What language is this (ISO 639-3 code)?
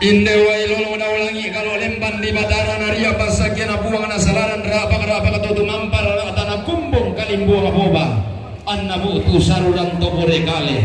sda